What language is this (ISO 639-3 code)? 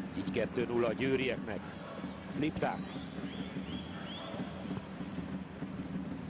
hun